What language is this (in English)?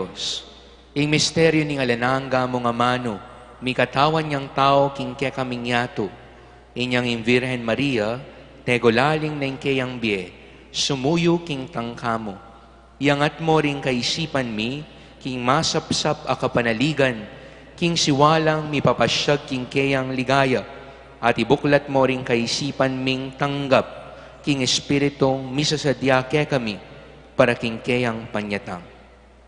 Pampanga